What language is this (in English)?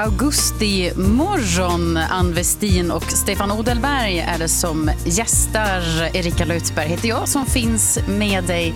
Swedish